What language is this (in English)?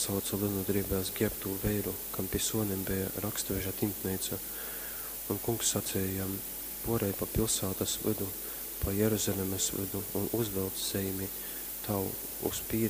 Latgalian